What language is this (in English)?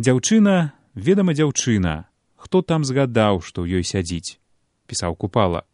Belarusian